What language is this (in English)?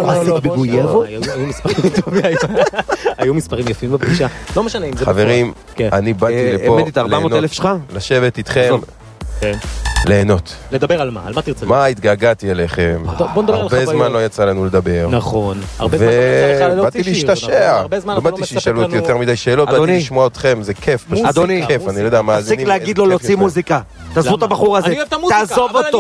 Hebrew